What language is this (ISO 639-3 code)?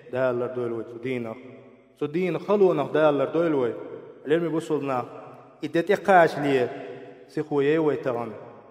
che